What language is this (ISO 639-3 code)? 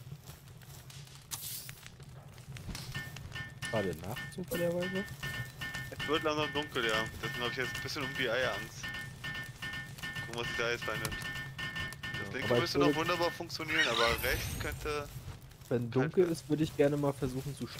deu